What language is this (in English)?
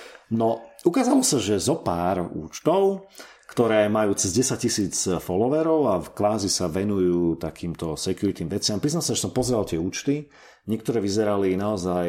Slovak